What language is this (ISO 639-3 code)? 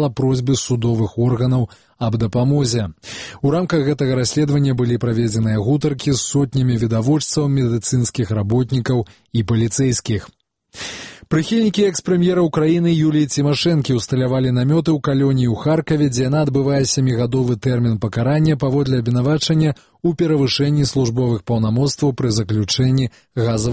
bel